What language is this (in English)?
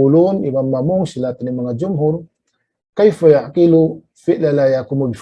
Tausug